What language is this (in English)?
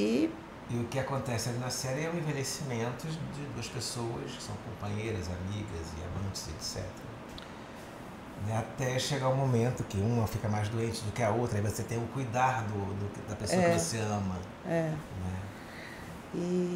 Portuguese